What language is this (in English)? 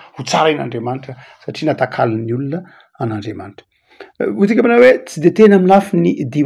Malagasy